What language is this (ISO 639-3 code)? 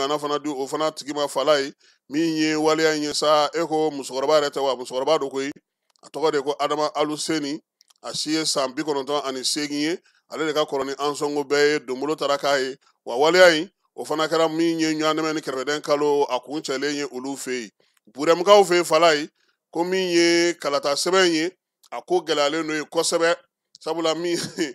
bam